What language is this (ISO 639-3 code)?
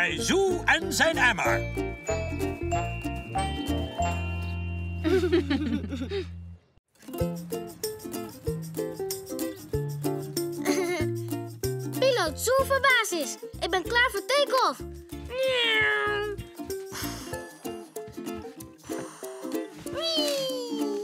nld